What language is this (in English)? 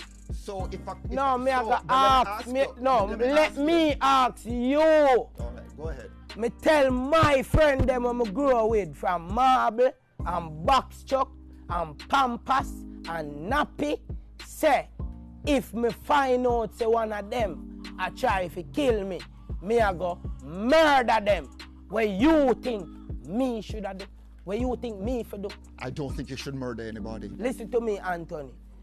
Jamaican Creole English